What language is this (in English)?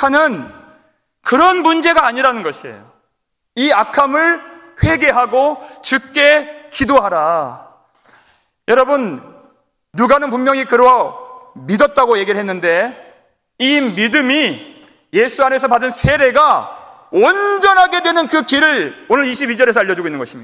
Korean